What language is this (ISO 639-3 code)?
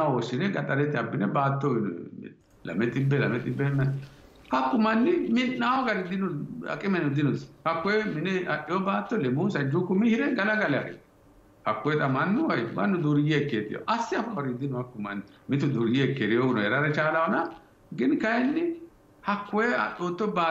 sid